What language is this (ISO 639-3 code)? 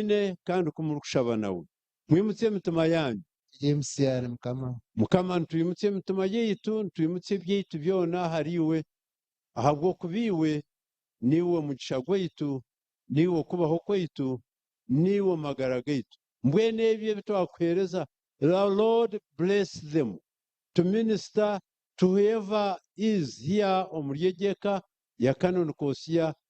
nyn